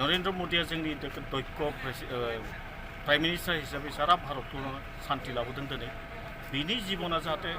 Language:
Bodo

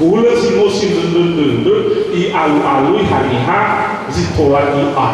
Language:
Nias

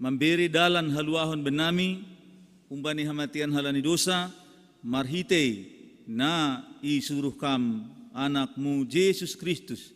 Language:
Batak Simalungun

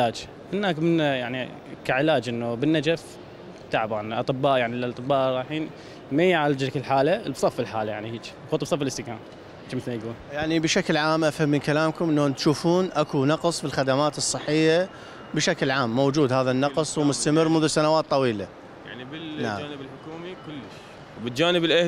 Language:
Mesopotamian Arabic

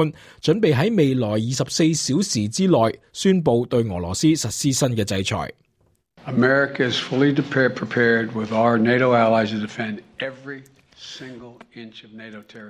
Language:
Cantonese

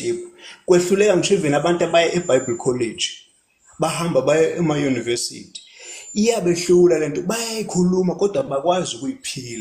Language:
Zulu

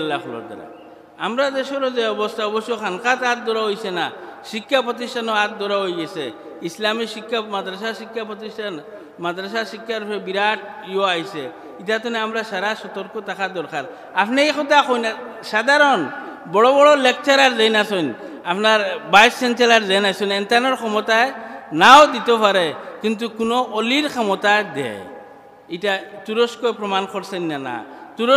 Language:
Sylheti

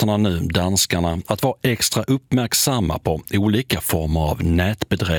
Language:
Swedish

